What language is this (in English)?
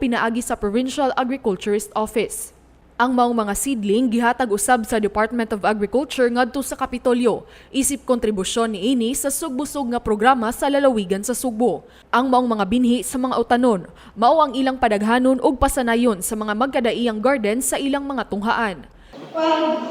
Cebuano